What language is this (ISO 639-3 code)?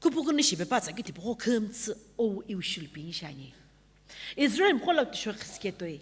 nsm